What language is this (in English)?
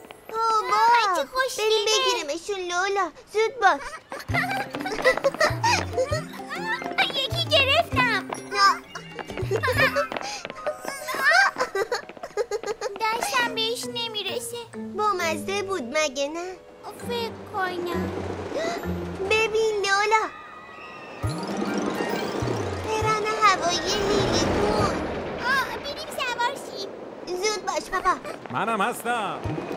Persian